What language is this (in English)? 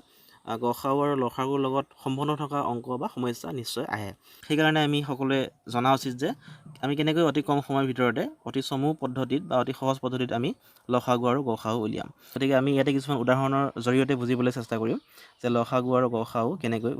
Assamese